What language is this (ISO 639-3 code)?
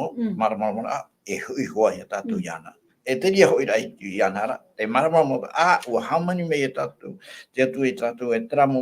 tah